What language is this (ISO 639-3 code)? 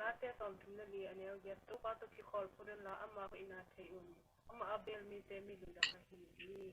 ctd